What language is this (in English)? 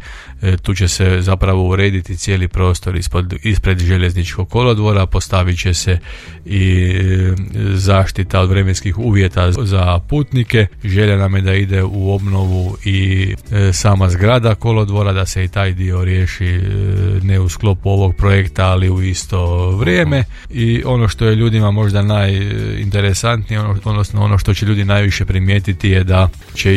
Croatian